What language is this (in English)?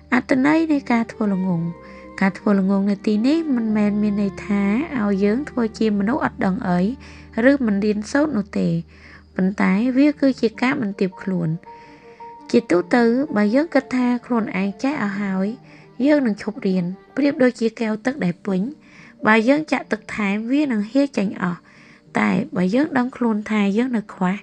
Khmer